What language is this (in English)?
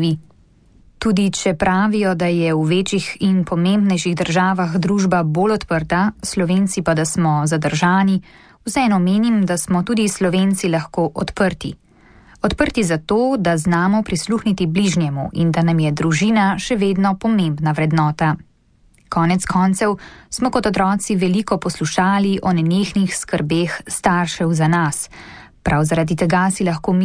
Slovenian